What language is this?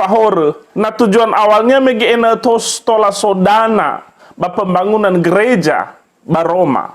Nias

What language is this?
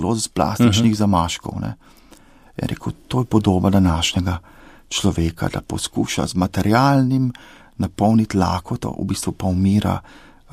Slovenian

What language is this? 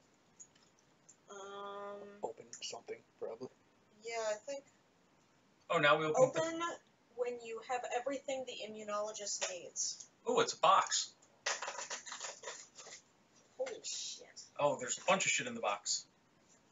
English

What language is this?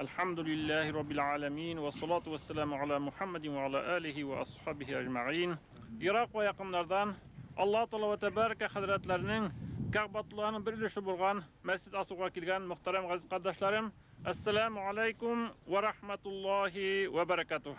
Bashkir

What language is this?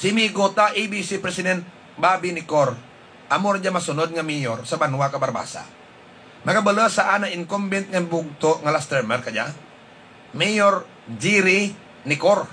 Hiligaynon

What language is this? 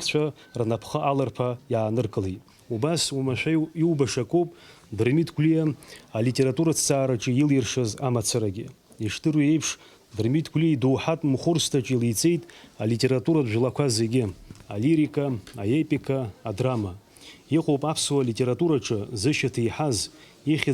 Abkhazian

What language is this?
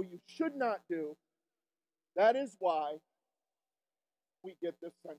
English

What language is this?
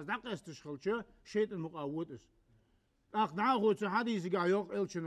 Ingush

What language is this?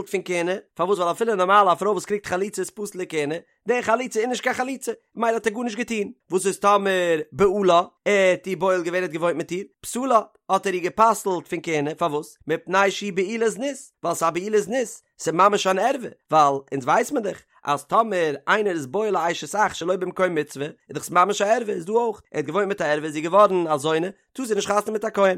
Yiddish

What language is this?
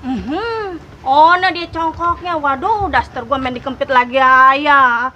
Betawi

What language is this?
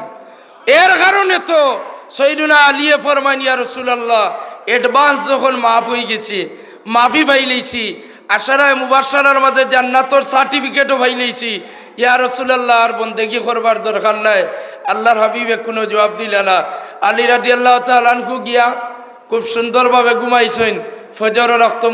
Sylheti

